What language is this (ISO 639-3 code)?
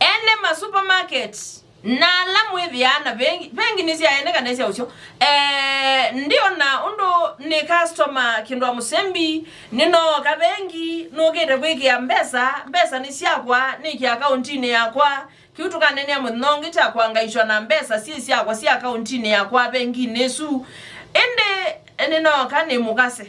kam